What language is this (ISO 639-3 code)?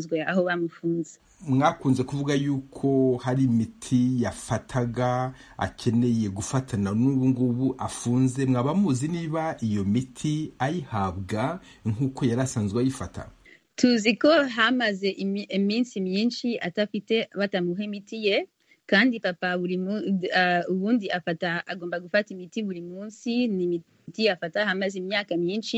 kin